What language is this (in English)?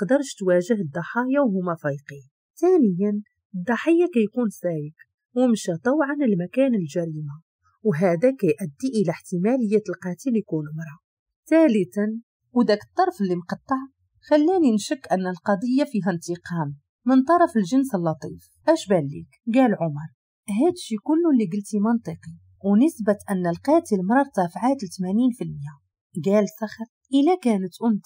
Moroccan Arabic